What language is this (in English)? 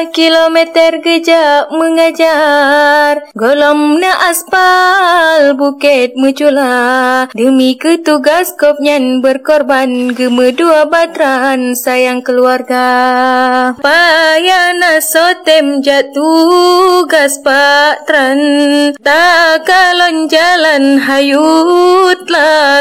Achinese